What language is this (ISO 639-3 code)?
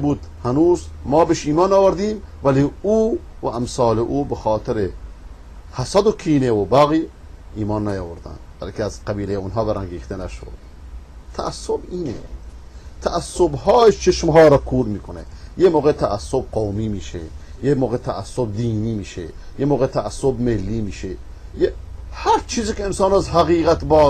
fas